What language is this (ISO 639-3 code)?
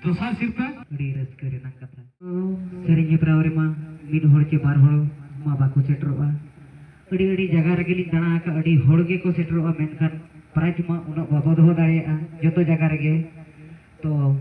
sat